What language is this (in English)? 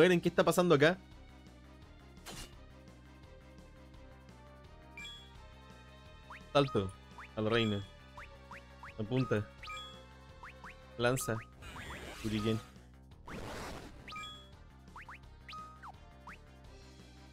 Spanish